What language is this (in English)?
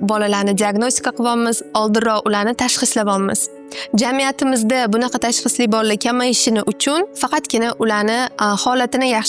Uzbek